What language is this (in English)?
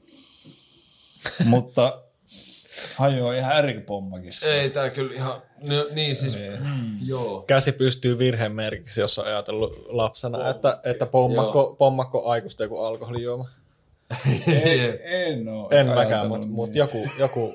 Finnish